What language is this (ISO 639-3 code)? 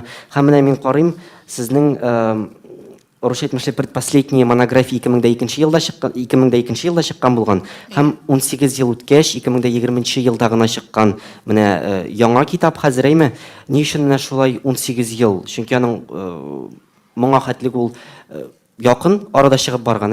tat